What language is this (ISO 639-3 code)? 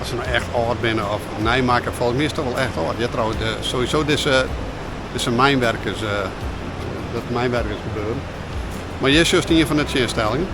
fry